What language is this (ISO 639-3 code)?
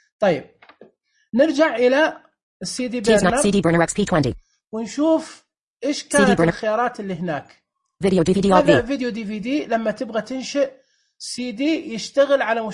ars